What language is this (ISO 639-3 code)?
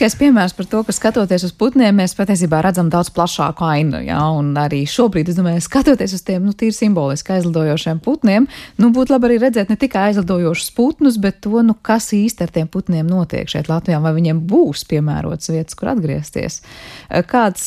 lav